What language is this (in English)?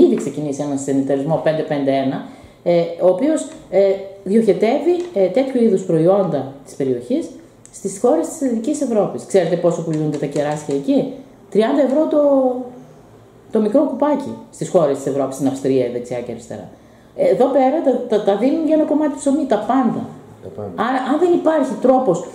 Greek